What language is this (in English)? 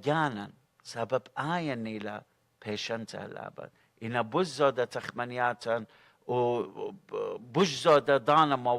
Assyrian Neo-Aramaic